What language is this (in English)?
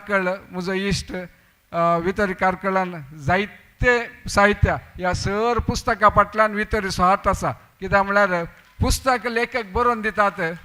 Konkani